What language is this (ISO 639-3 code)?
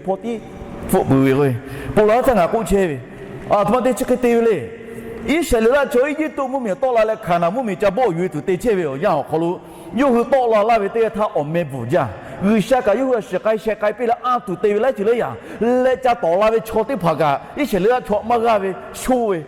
lhu